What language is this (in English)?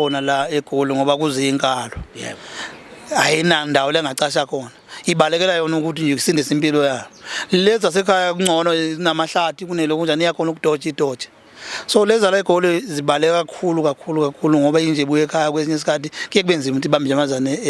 Zulu